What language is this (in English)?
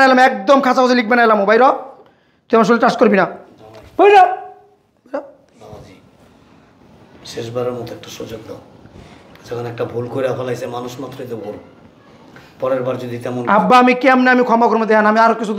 Bangla